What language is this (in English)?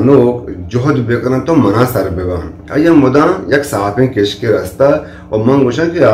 Eastern Balochi